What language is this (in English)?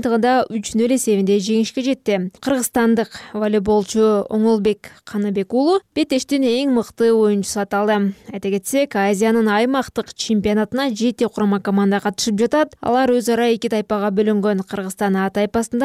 Kyrgyz